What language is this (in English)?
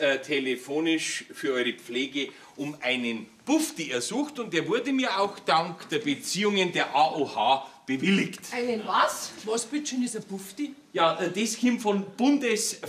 Bavarian